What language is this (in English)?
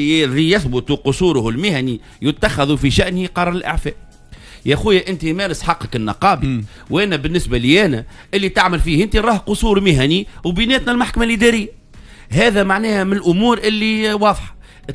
Tunisian Arabic